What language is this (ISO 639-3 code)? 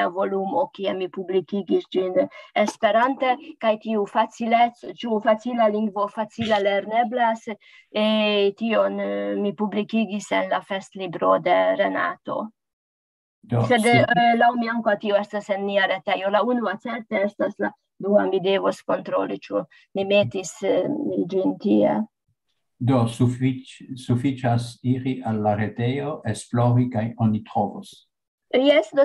epo